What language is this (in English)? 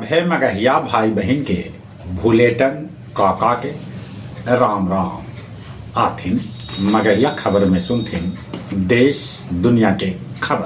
Magahi